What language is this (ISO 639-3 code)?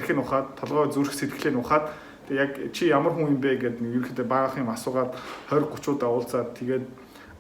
mon